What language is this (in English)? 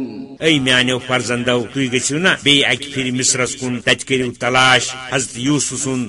Kashmiri